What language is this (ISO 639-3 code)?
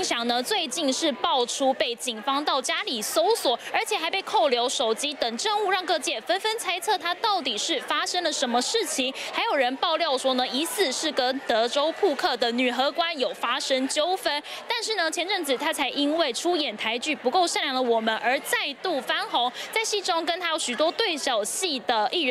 zho